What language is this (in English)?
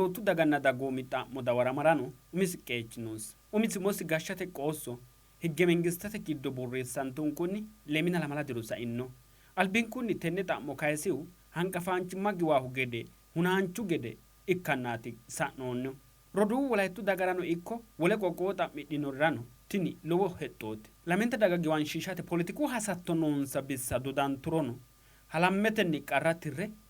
Sidamo